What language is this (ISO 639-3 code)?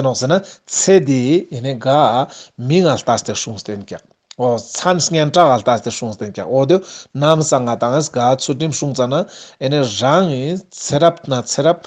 lbj